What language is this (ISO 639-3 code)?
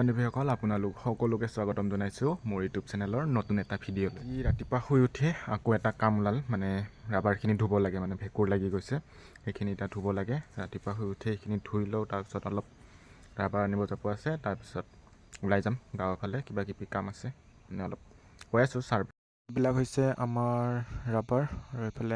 asm